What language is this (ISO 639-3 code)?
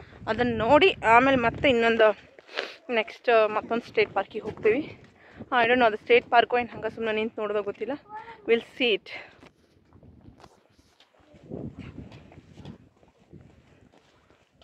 kan